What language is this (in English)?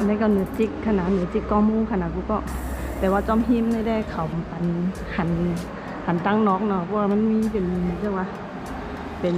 Shan